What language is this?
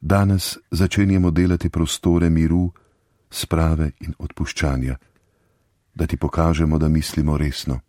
Slovenian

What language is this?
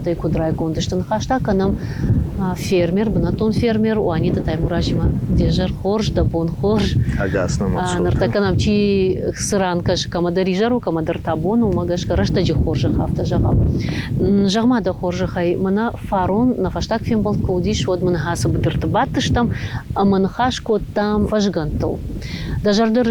Ossetic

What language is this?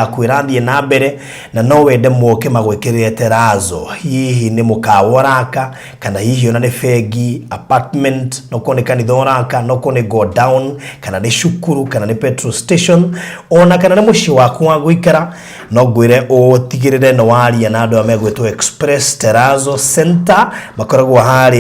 Kikuyu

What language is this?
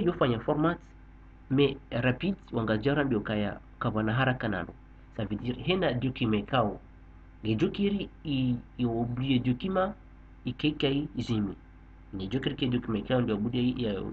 Ngazidja Comorian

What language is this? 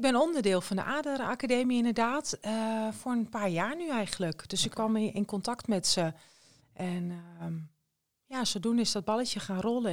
Dutch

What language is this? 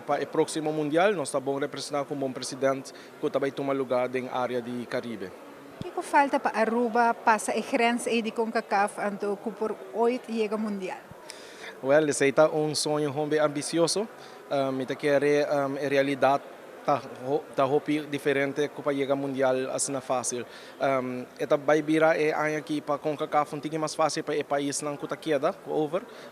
Papiamento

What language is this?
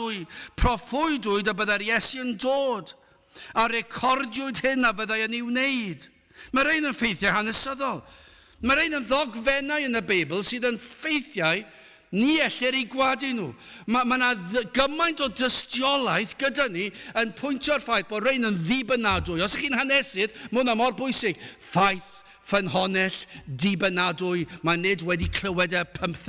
Welsh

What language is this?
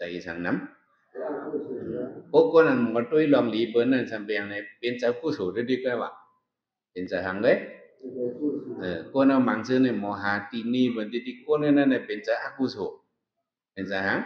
Shan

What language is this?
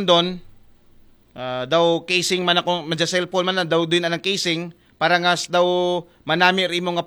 Aklanon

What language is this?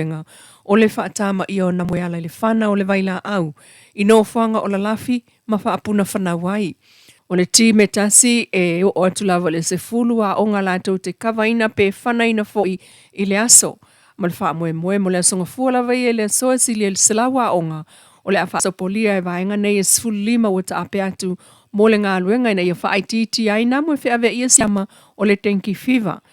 Samoan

